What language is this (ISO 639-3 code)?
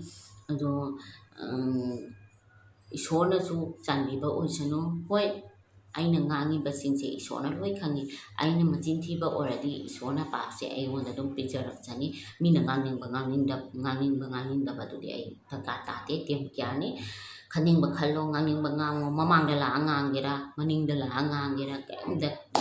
mni